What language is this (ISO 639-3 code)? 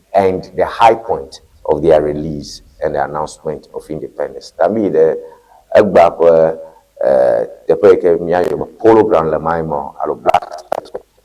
ewe